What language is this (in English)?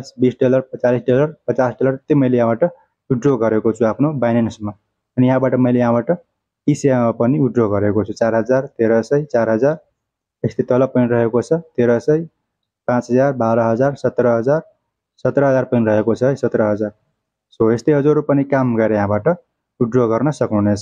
Nepali